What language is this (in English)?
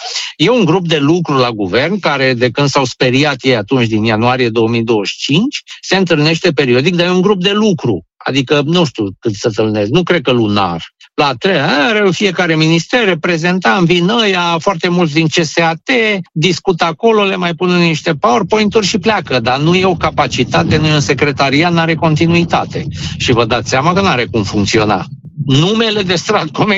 Romanian